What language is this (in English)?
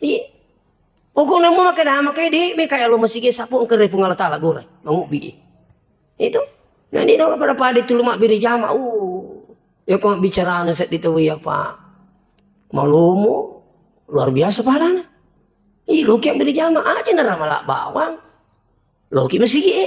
Buginese